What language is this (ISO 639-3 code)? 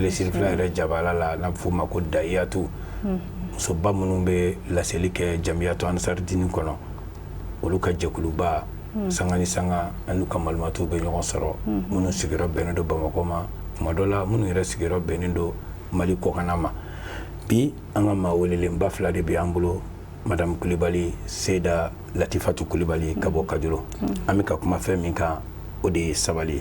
bam